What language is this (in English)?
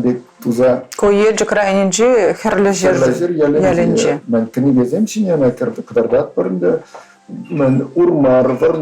Chuvash